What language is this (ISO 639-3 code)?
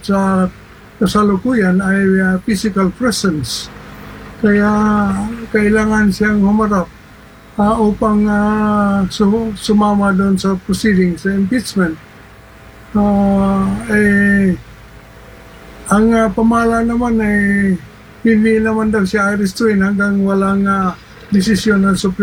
fil